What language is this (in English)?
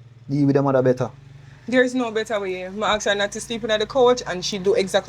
Jamaican Creole English